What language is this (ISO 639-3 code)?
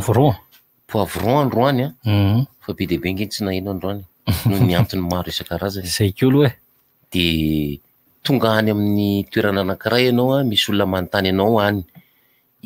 mlg